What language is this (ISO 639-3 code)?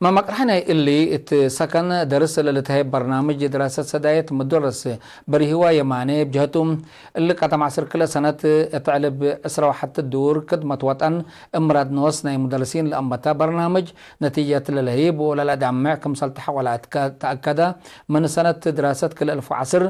tig